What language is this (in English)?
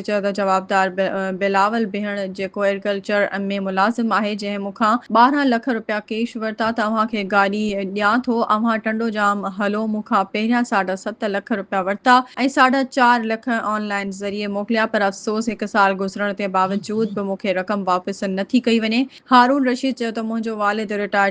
Sindhi